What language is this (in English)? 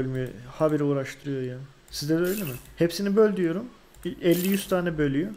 Turkish